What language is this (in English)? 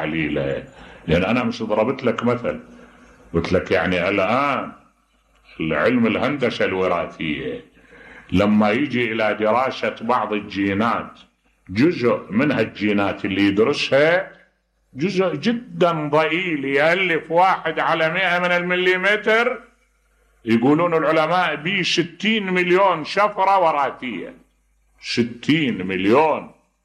Mesopotamian Arabic